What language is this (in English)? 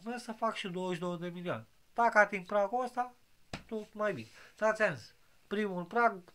Romanian